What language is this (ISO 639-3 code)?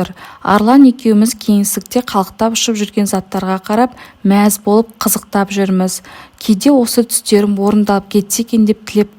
kaz